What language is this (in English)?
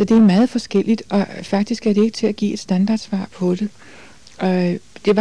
Danish